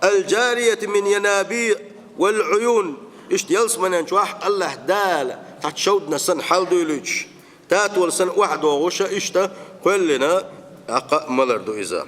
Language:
Chechen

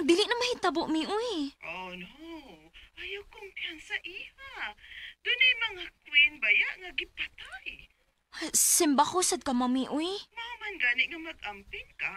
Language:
Cebuano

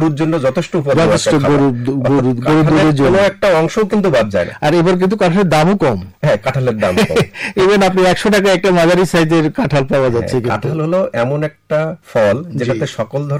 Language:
Bangla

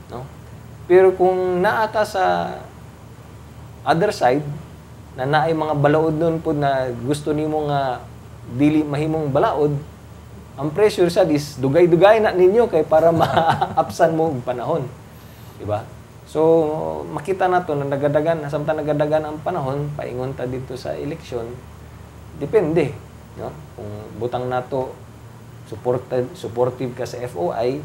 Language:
Cebuano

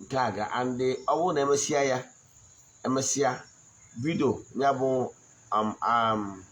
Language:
Igbo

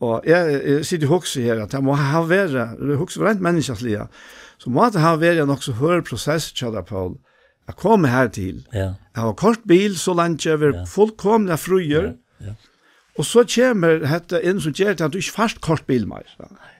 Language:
Faroese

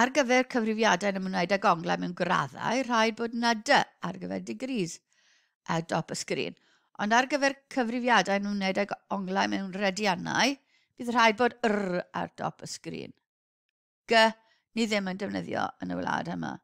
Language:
Welsh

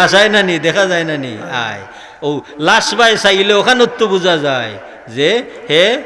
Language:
Sylheti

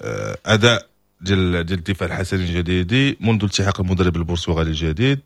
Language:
Moroccan Arabic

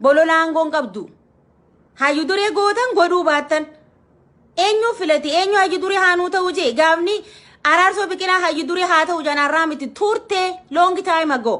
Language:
Oromo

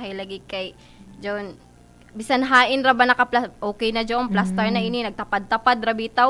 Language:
Cebuano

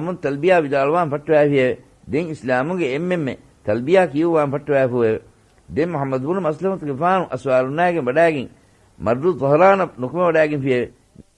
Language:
Divehi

